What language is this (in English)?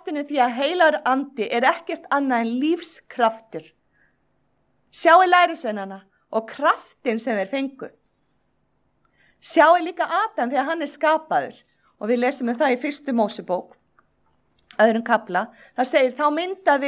Icelandic